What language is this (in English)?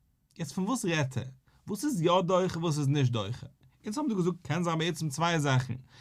Yiddish